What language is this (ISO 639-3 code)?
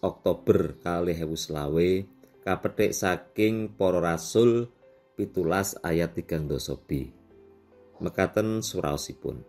jav